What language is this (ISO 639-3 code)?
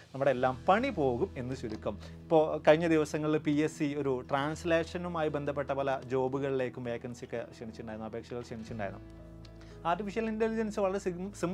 mal